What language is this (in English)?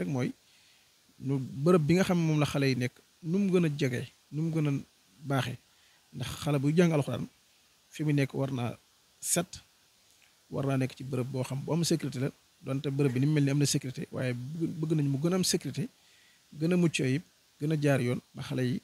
Wolof